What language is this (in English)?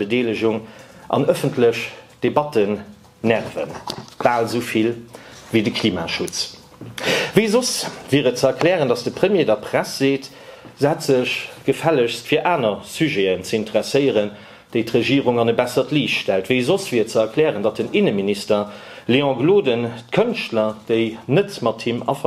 Luxembourgish